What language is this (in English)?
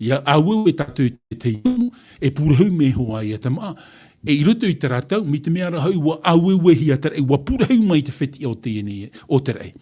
Tahitian